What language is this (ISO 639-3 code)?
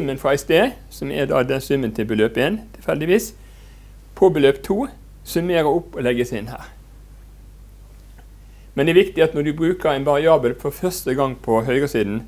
nor